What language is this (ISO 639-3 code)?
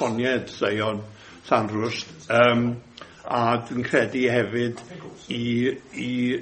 cym